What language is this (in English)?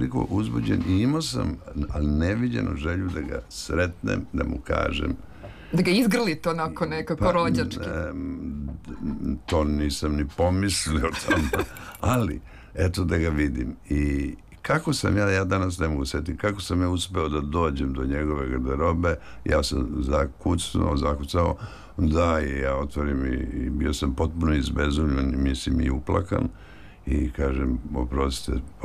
Serbian